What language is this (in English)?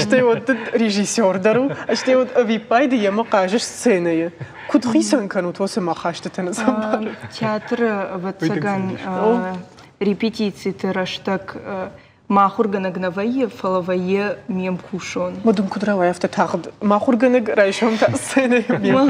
Ossetic